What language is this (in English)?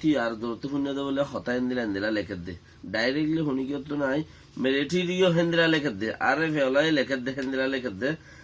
Rohingya